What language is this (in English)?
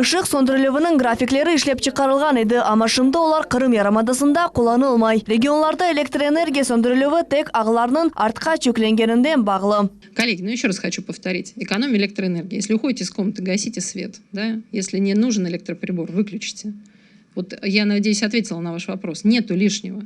Crimean Tatar